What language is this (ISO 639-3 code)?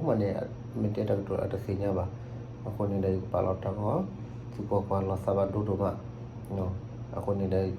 ksw